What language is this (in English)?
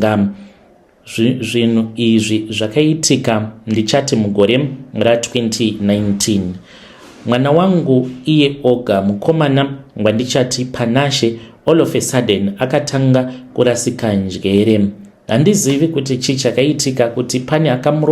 Shona